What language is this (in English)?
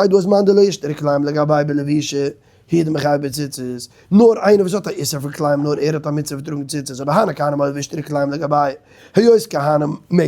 Yiddish